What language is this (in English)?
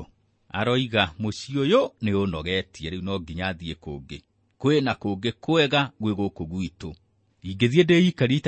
Kikuyu